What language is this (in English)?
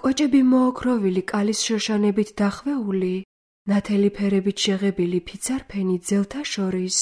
Georgian